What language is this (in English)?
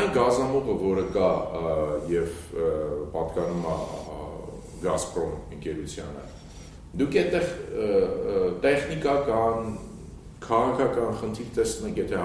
Armenian